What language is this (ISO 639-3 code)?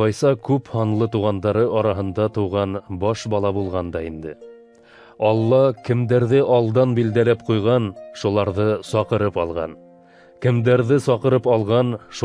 bak